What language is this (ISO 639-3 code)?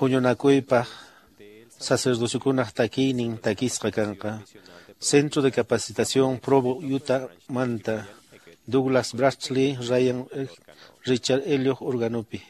que